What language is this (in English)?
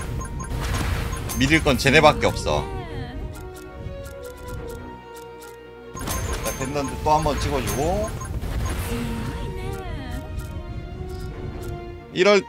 Korean